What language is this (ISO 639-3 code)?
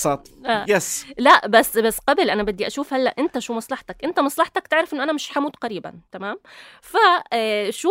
apc